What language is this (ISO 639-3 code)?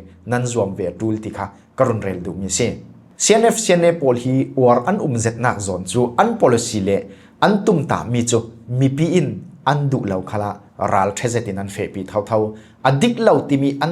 cfm